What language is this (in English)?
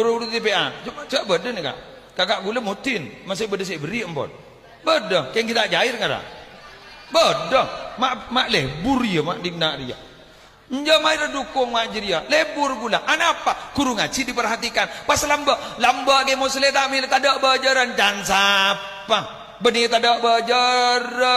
Madurese